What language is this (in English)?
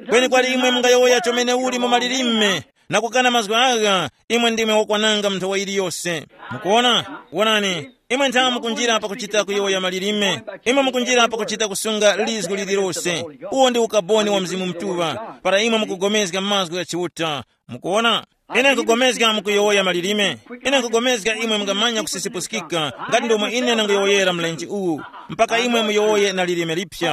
Tumbuka